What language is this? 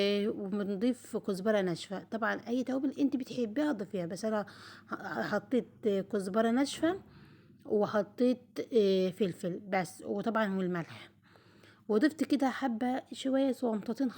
Egyptian Arabic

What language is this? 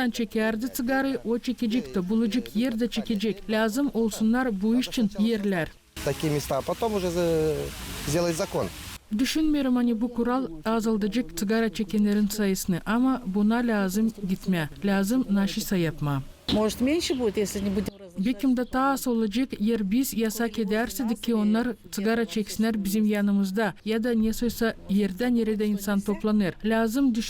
Gagauz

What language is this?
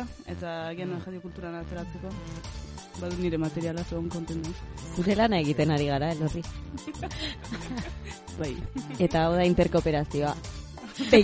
Basque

